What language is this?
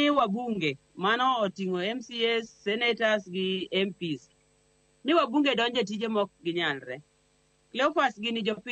Luo (Kenya and Tanzania)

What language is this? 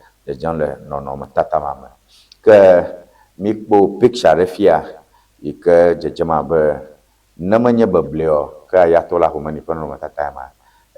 Ewe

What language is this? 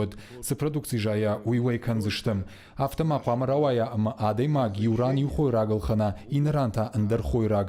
Ossetic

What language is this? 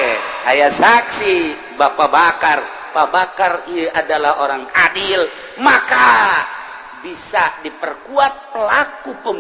Sundanese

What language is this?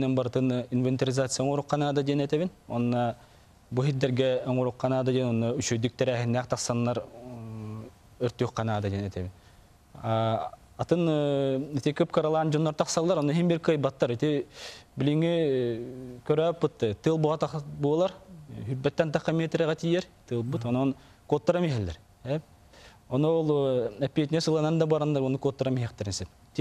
Yakut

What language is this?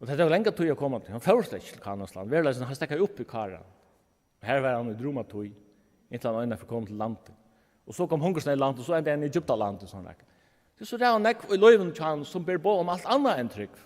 Faroese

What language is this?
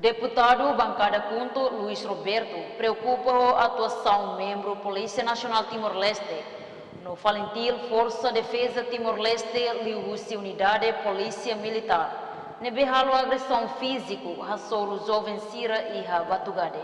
Tetum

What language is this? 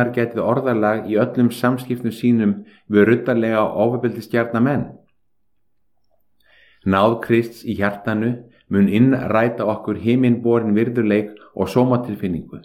Icelandic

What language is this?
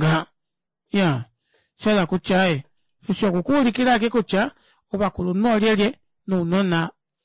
Kuanyama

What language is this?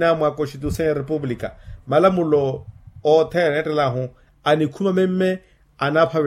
Makhuwa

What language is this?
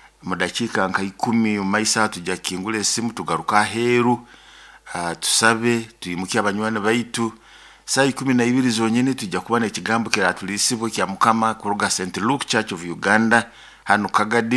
Nyoro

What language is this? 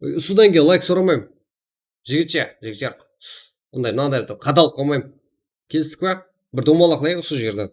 Kara-Kalpak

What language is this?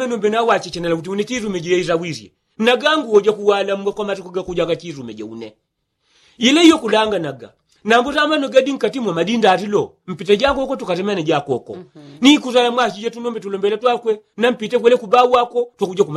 Yao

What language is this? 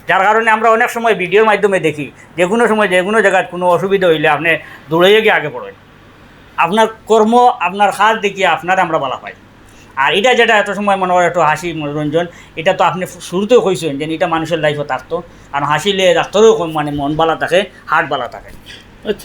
Sylheti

